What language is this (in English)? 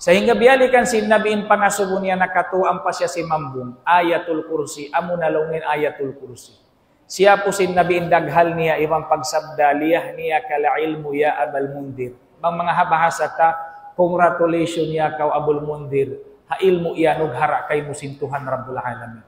Tausug